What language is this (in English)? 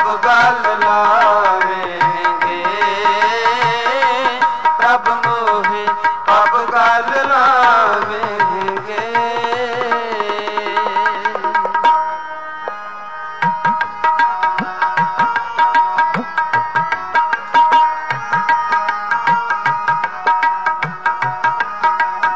Punjabi